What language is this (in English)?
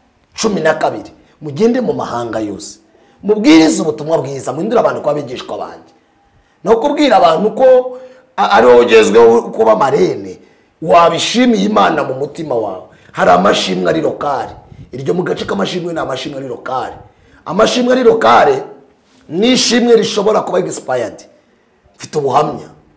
Kinyarwanda